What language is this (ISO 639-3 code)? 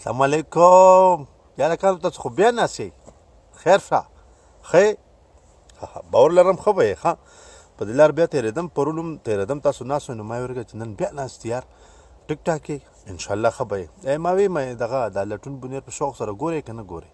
pus